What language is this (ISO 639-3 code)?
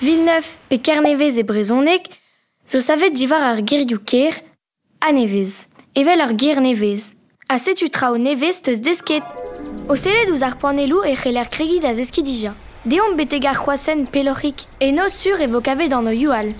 bre